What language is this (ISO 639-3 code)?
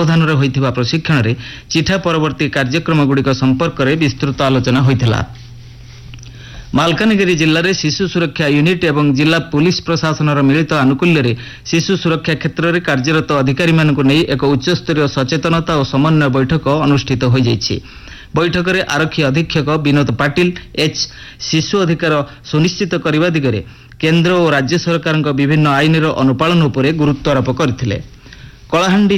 ori